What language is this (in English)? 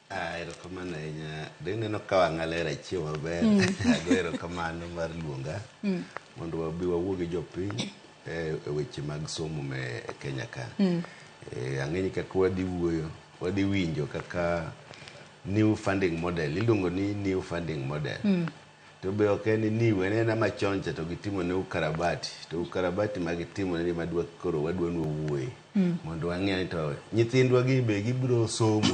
Luo (Kenya and Tanzania)